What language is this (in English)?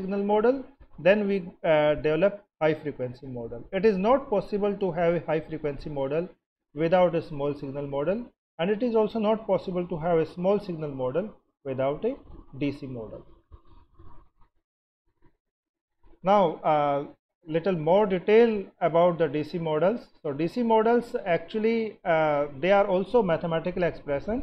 English